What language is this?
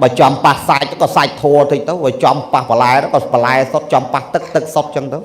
Khmer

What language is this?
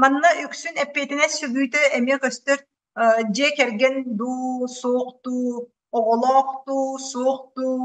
Yakut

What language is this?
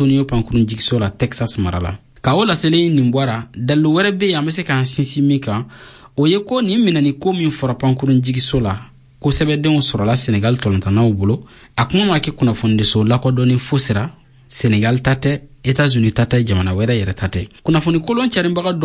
Bambara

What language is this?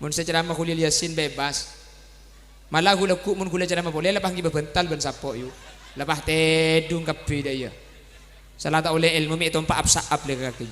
Madurese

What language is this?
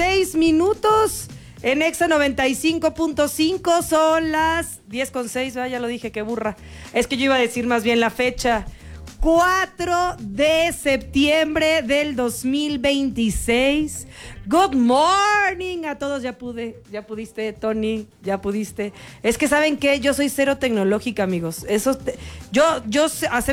Spanish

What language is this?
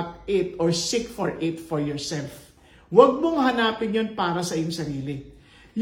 Filipino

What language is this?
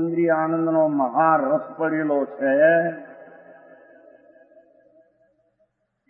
Gujarati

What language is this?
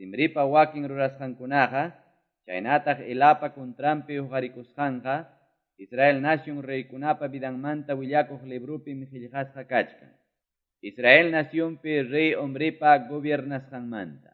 Quechua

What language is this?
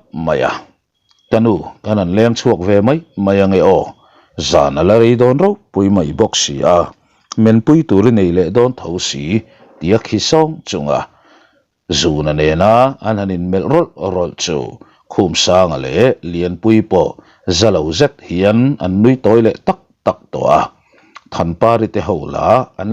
Mizo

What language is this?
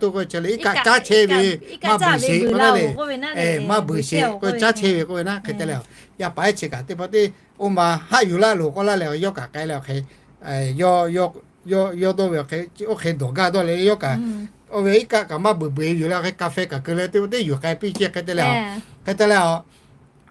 Lahu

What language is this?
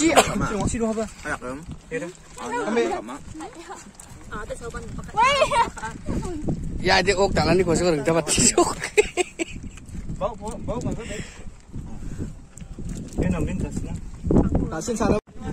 Malay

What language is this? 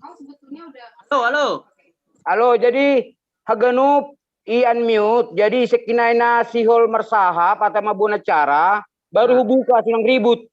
Batak Simalungun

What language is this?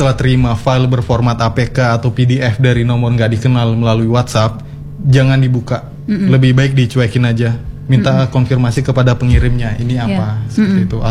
Indonesian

